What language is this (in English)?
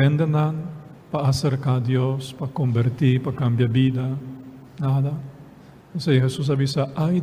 Papiamento